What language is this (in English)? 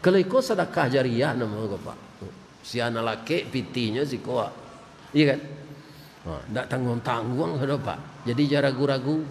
Minangkabau